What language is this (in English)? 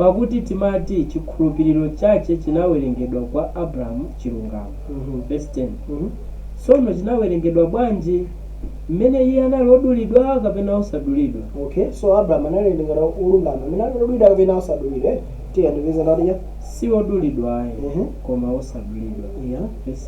Nyanja